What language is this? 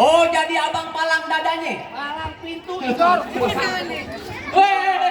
Betawi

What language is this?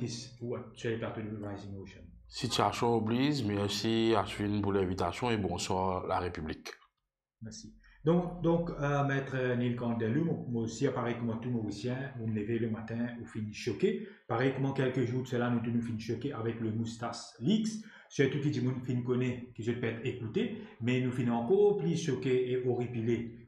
Morisyen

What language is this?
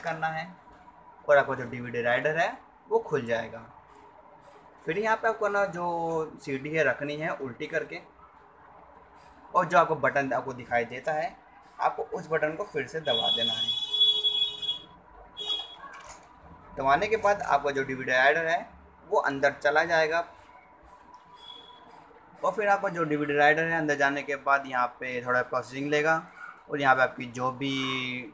Hindi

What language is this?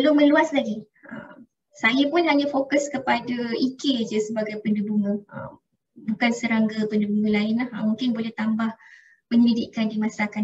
Malay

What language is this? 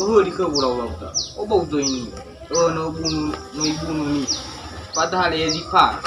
Nias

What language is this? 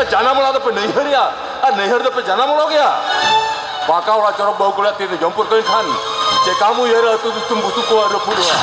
Santali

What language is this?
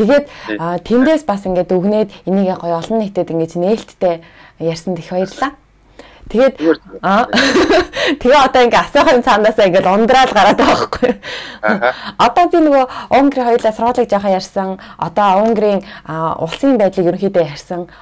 Mongolian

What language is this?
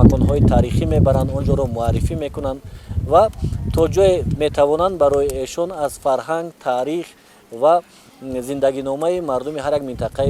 Tajik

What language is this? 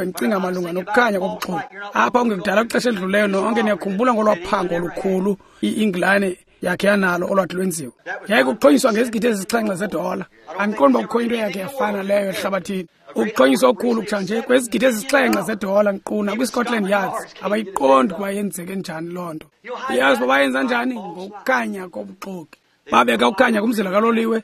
Xhosa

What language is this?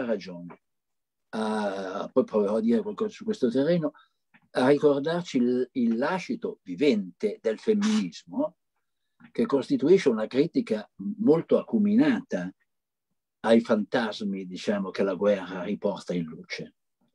Italian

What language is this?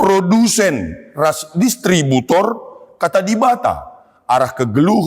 Batak Karo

